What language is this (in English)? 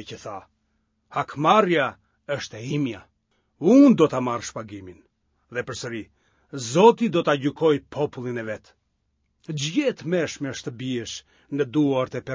Albanian